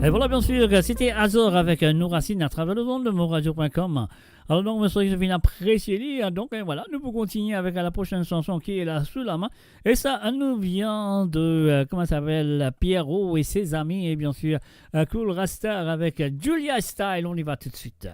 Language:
Morisyen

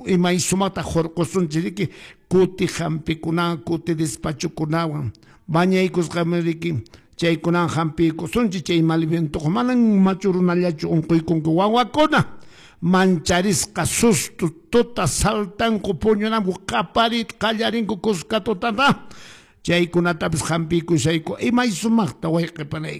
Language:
Quechua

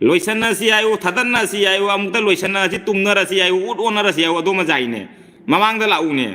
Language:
Manipuri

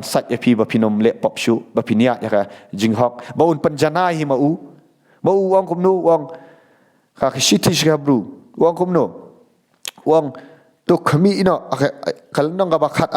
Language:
Khasi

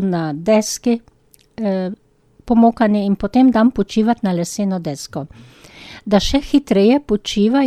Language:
Slovenian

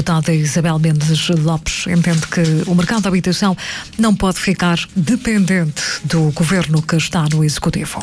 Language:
Portuguese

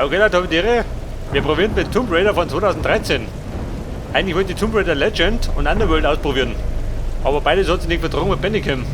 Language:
Bavarian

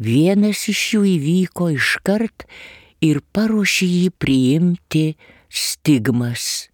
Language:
Lithuanian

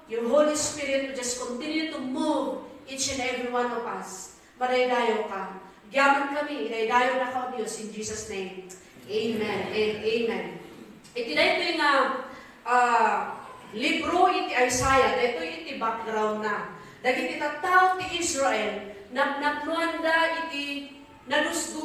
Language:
Iloko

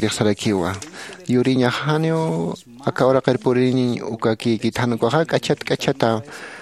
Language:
Aymara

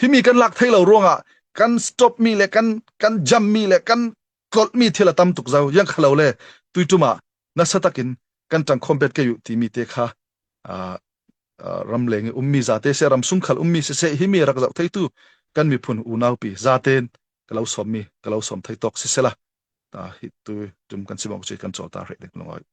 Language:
Falam Chin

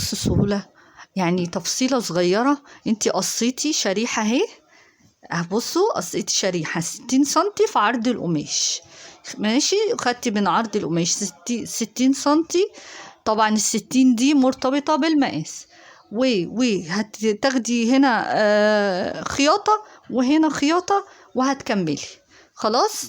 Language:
Egyptian Arabic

